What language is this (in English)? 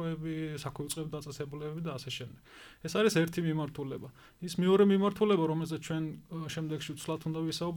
Georgian